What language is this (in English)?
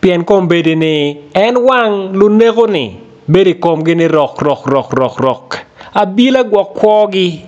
Acoli